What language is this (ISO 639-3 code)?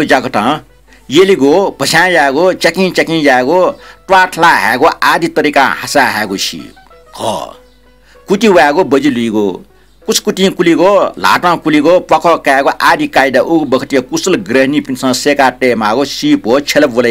new